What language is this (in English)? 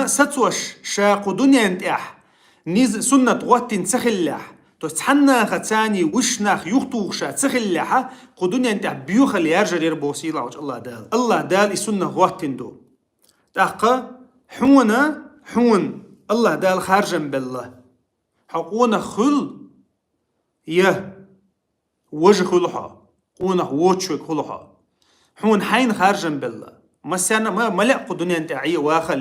Chechen